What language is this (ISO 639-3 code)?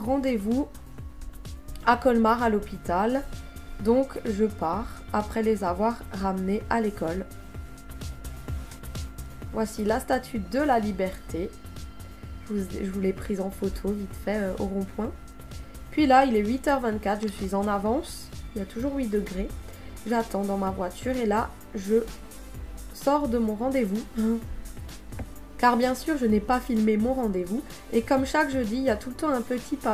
fra